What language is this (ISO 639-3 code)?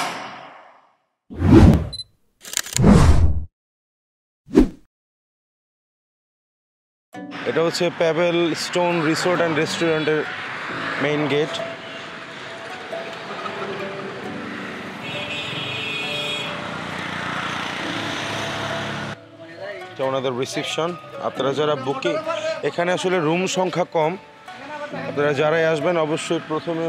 ben